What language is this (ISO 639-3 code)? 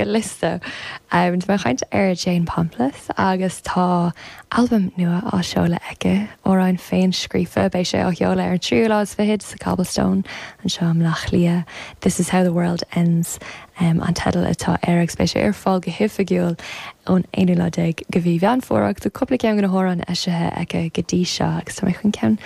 gle